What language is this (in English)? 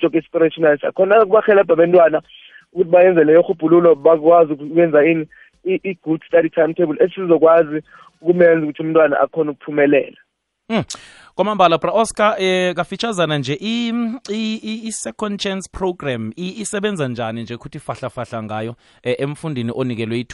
South Ndebele